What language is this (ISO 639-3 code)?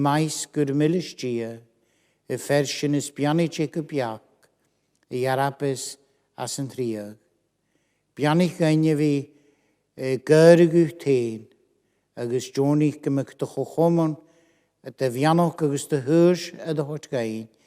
gla